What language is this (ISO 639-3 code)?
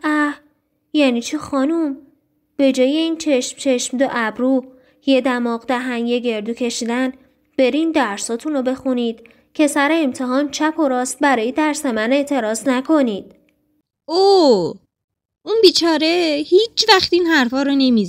fas